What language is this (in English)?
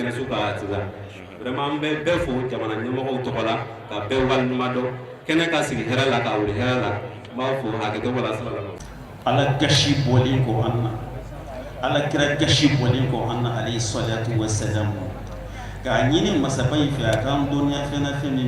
Bambara